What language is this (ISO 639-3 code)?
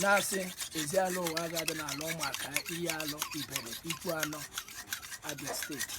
ibo